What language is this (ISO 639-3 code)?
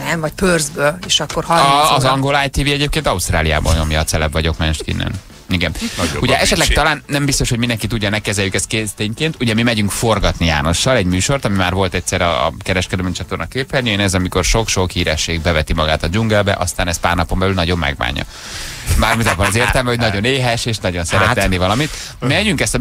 hun